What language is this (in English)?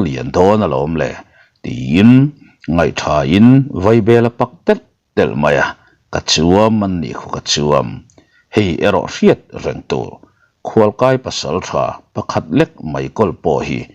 Mizo